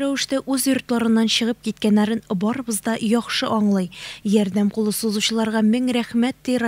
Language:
Tatar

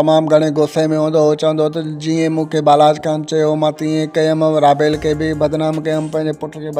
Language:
Sindhi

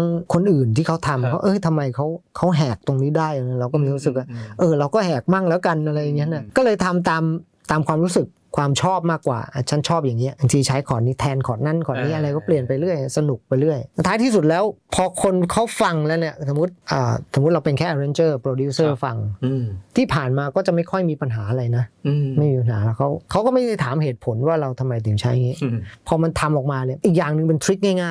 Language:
Thai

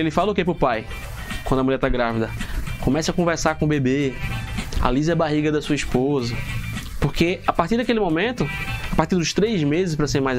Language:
Portuguese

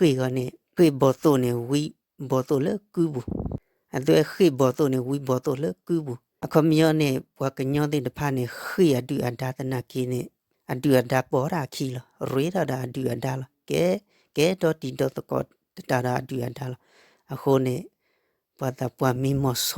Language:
S'gaw Karen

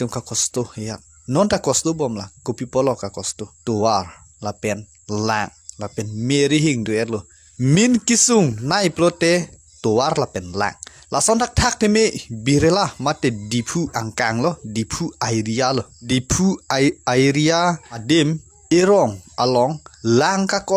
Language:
Karbi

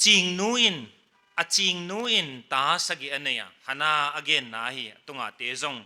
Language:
Paite Chin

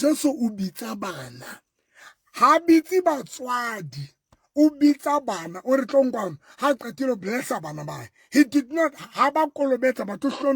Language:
Southern Sotho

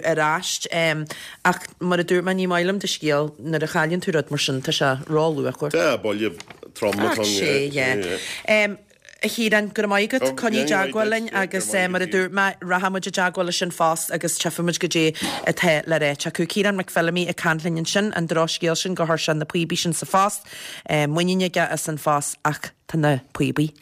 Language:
Irish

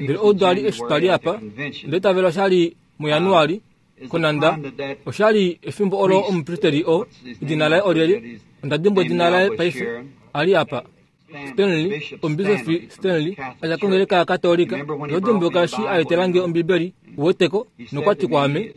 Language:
Kuanyama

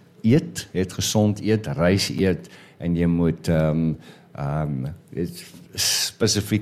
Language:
Afrikaans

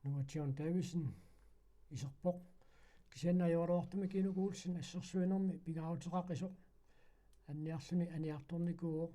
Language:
Kalaallisut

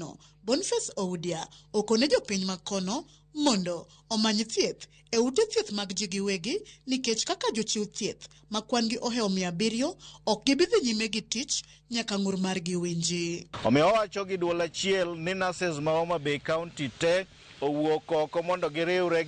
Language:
Luo (Kenya and Tanzania)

